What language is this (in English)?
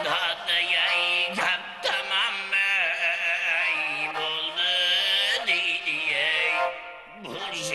Kara-Kalpak